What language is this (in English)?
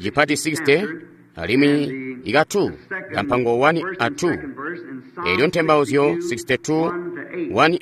Tonga (Zambia)